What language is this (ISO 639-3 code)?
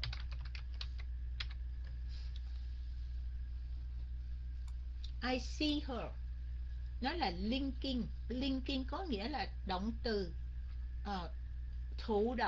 vie